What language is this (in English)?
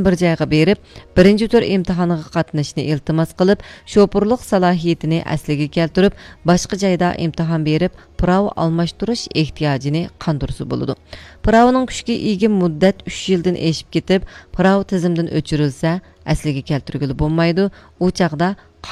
Uyghur